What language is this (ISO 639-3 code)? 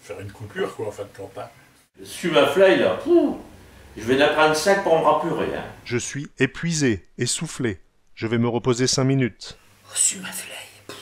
pcd